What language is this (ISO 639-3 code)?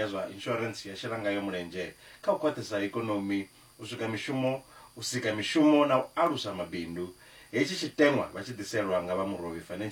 ven